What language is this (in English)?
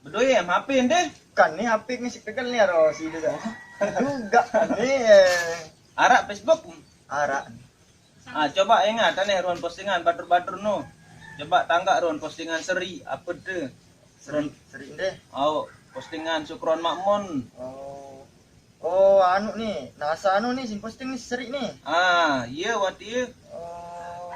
Sasak